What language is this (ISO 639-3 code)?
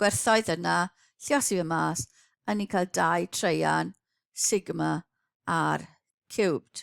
cym